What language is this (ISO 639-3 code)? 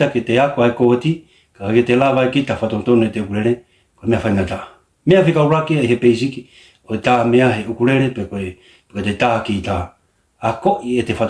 ton